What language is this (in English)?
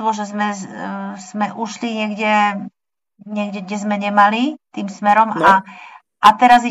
Slovak